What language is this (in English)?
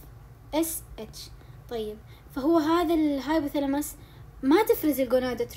Arabic